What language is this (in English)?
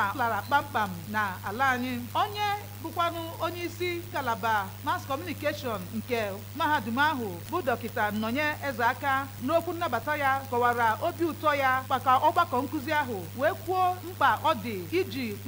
Igbo